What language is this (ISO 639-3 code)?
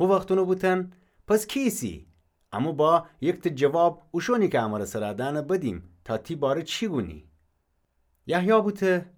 glk